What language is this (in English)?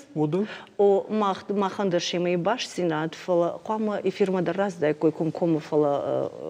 Ossetic